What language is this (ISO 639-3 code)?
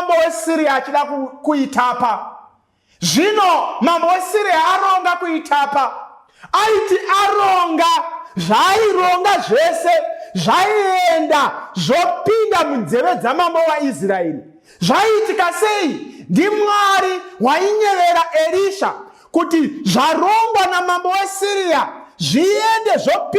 sna